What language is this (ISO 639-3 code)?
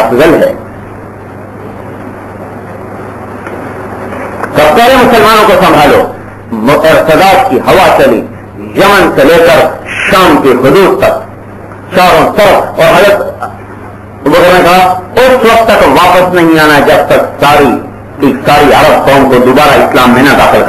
urd